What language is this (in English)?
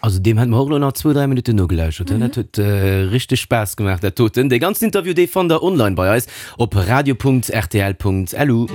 Luxembourgish